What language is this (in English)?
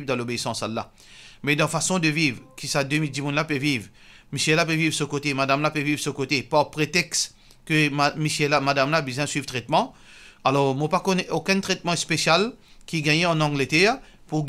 Morisyen